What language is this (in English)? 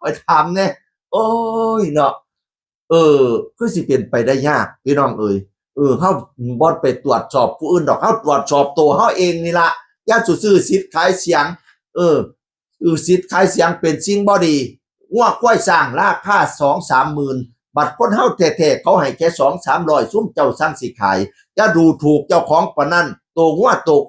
Northeastern Thai